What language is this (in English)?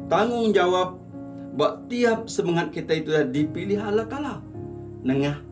Iban